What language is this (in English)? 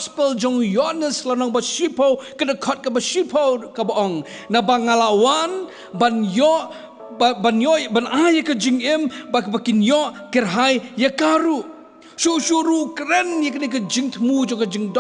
Khasi